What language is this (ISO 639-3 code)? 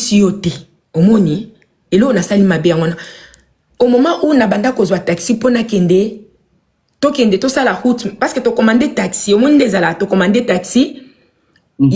lin